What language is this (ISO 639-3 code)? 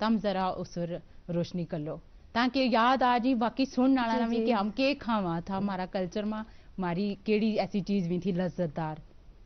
gju